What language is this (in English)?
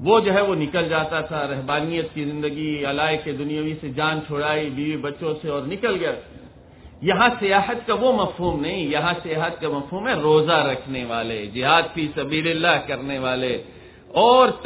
Urdu